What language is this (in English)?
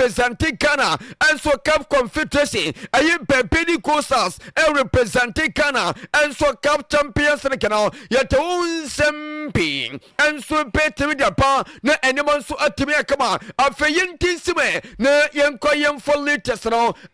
Akan